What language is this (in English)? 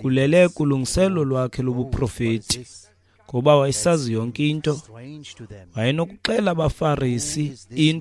Xhosa